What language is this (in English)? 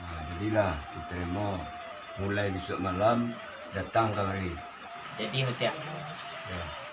Minangkabau